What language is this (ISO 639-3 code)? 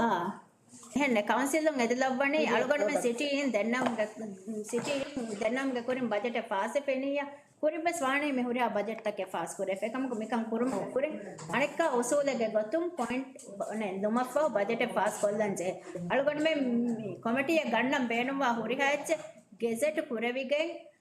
div